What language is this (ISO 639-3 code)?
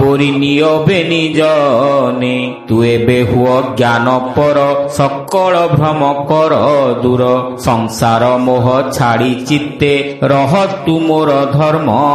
ori